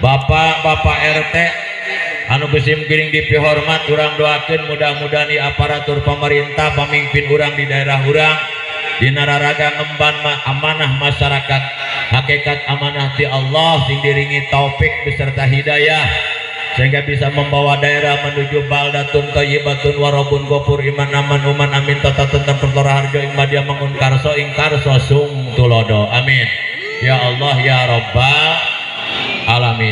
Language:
Sundanese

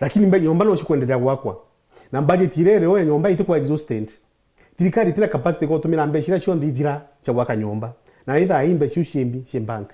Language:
Meru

